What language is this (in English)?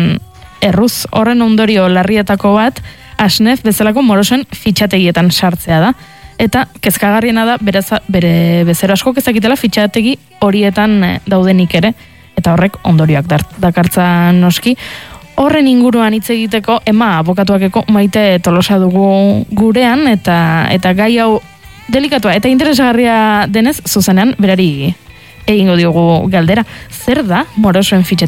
Basque